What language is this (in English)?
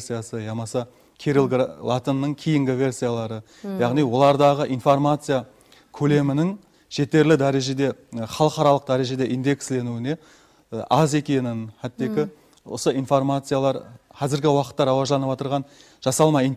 Kara-Kalpak